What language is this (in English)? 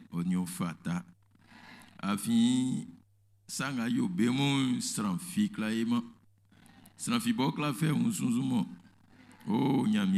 Baoulé